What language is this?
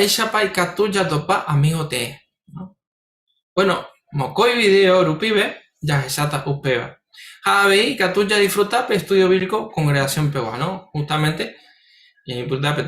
Guarani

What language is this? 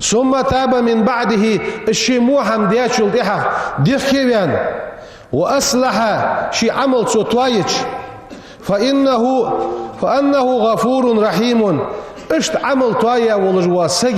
Ingush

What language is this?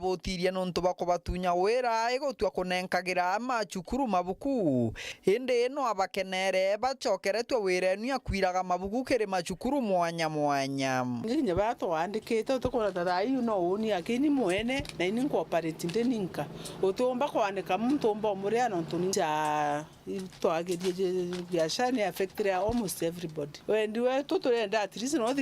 Meru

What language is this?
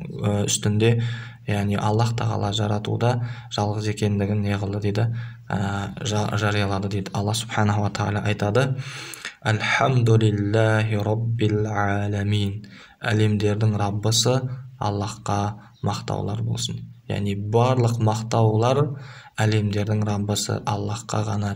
Kazakh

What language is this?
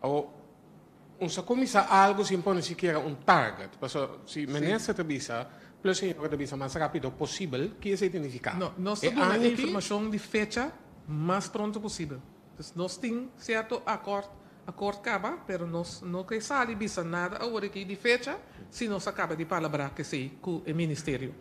Papiamento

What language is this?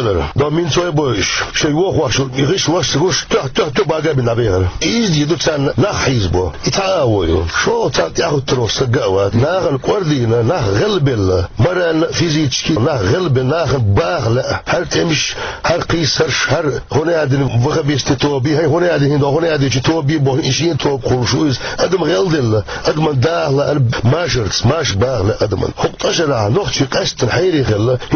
Chechen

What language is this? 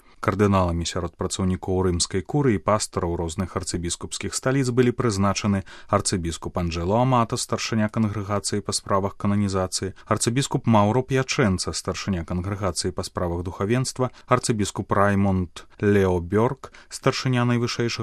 Belarusian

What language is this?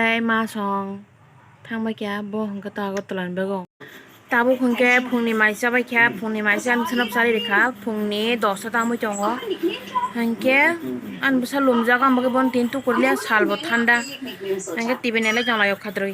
Kok Borok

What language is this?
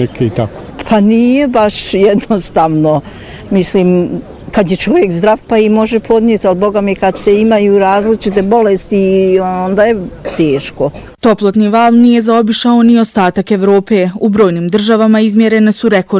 Bosnian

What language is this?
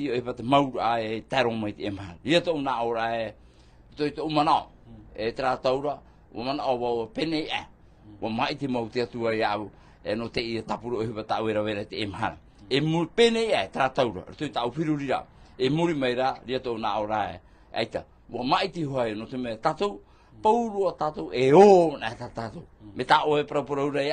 Tahitian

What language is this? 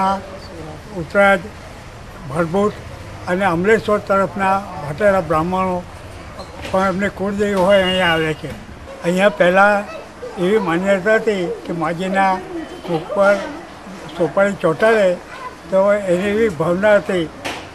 Gujarati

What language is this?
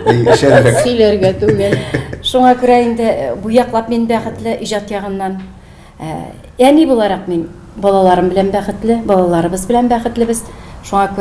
Tatar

